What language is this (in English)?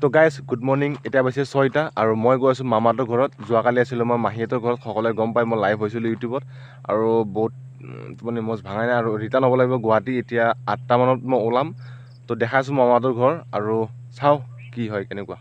Assamese